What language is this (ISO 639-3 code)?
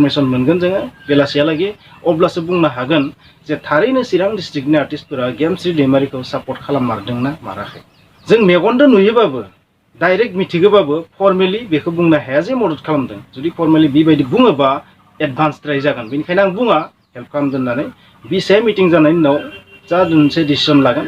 brx